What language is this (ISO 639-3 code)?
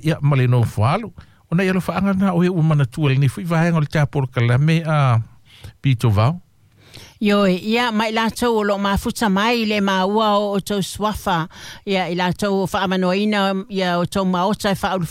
smo